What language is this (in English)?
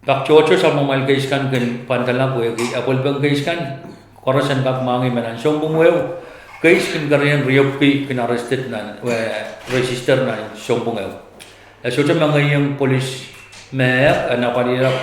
Pohnpeian